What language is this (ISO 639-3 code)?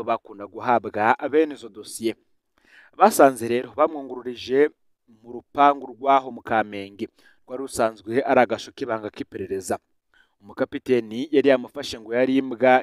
run